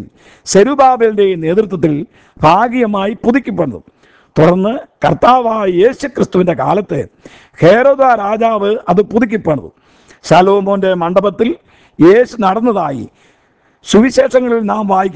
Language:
Malayalam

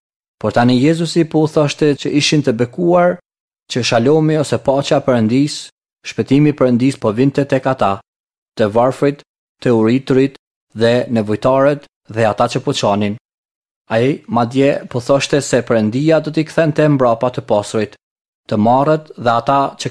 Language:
Albanian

